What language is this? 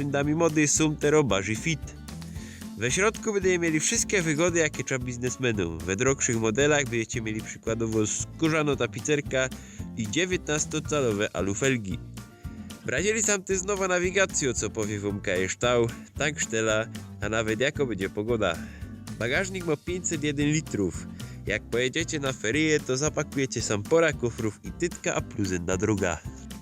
Silesian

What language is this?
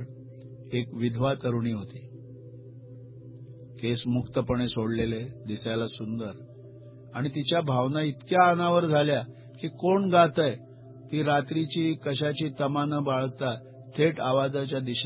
Marathi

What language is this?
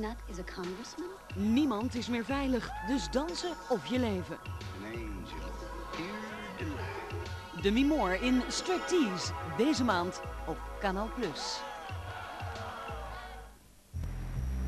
Dutch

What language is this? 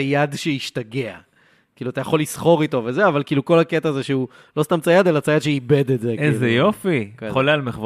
Hebrew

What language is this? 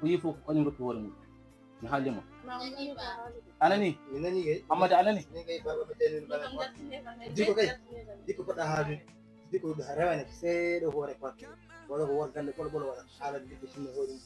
Fula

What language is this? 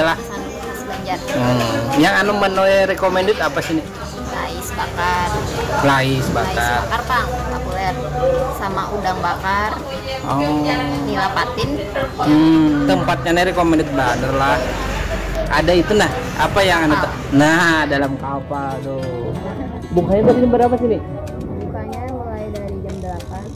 Banjar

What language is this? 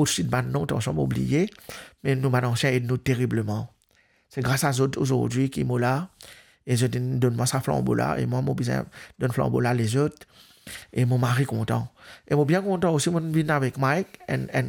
Morisyen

